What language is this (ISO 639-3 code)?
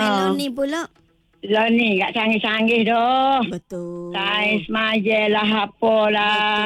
msa